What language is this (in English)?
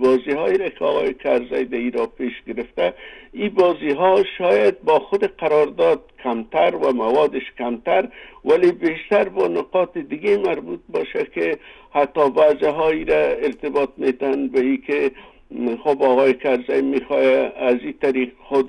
Persian